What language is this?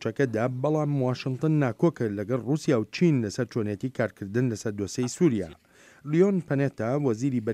Central Kurdish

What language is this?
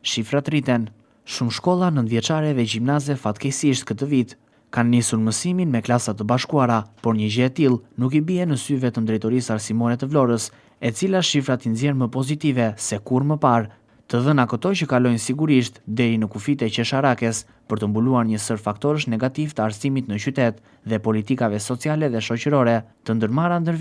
Albanian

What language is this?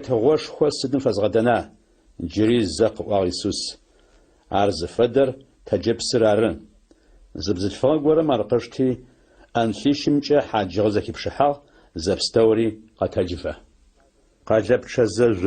Adyghe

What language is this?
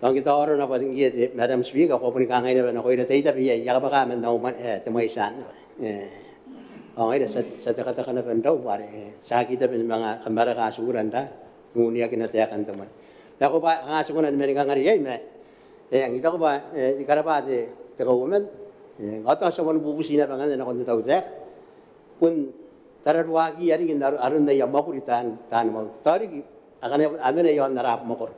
Gilbertese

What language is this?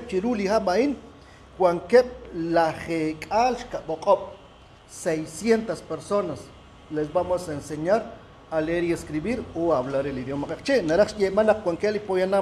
Kekchí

